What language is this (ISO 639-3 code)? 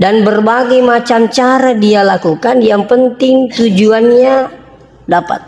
bug